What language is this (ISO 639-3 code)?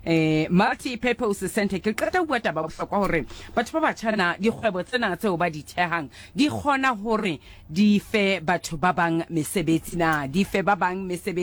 sot